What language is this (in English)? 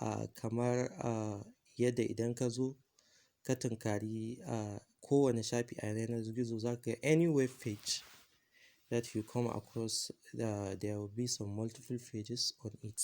Hausa